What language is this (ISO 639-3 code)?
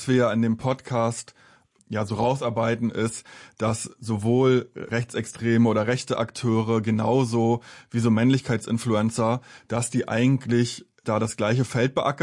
deu